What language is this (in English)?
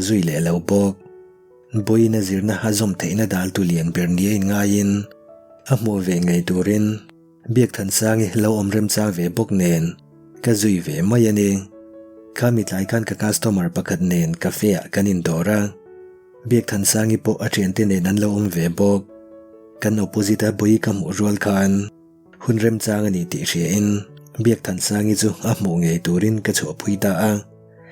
Mizo